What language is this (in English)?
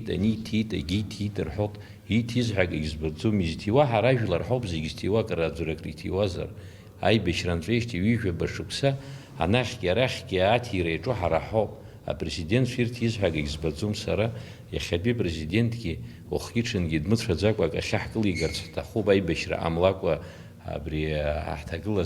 Abkhazian